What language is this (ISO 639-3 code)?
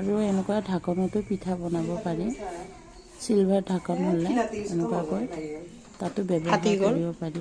asm